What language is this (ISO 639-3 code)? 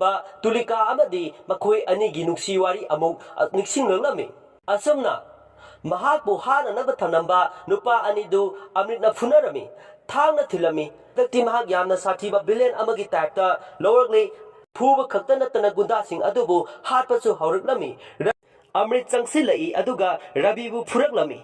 mni